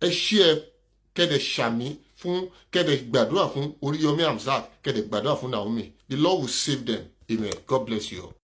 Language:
Yoruba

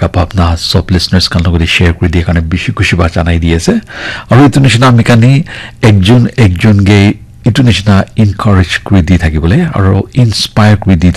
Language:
Naga Pidgin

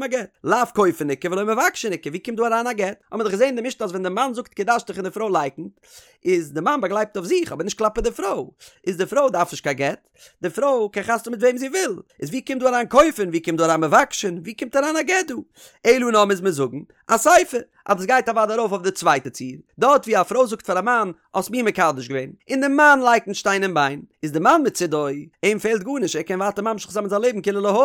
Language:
Yiddish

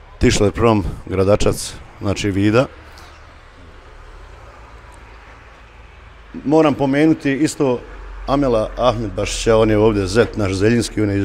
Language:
Bosnian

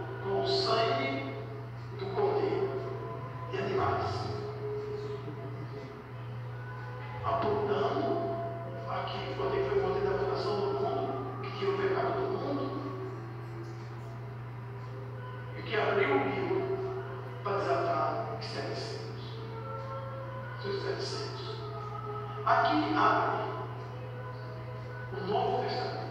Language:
Portuguese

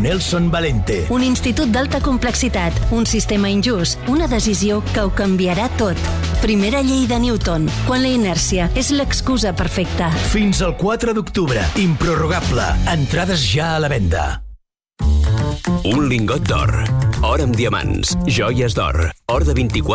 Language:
Catalan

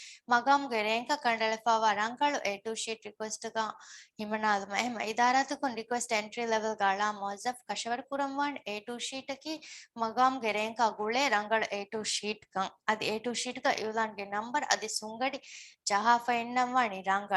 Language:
Divehi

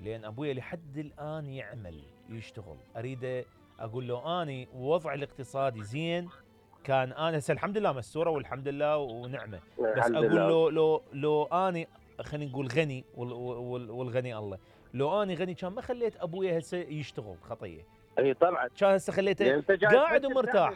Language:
Mesopotamian Arabic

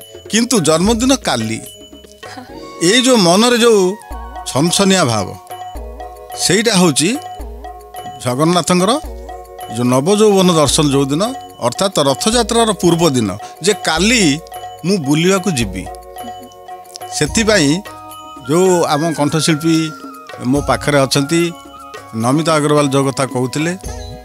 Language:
Odia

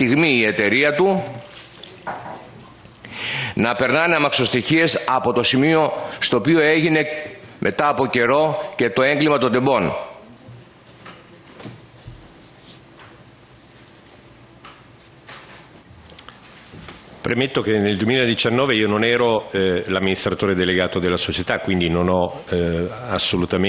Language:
Greek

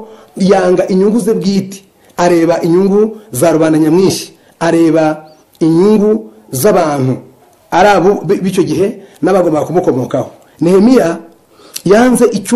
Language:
Kinyarwanda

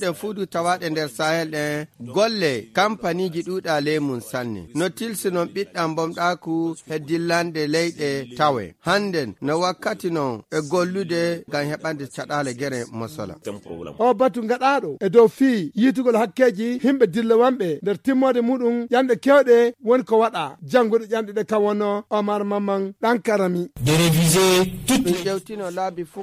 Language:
Fula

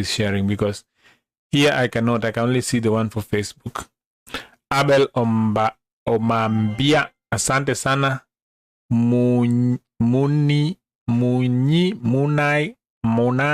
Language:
Luo (Kenya and Tanzania)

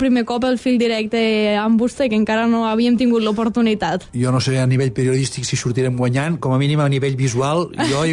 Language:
Catalan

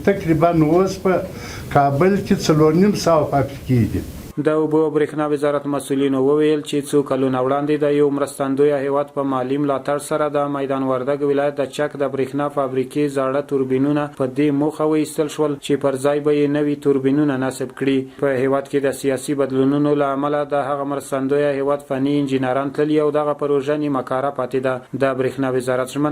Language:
Pashto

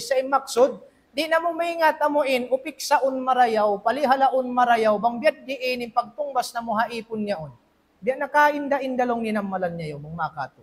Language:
Tausug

